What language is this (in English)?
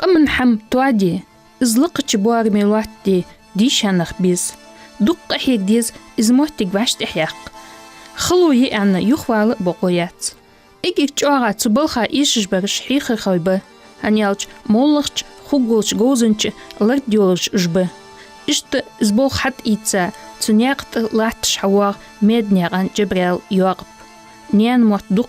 Ingush